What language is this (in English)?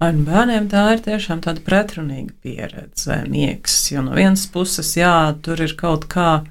Latvian